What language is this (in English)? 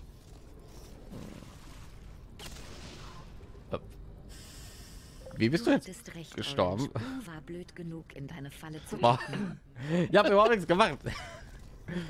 German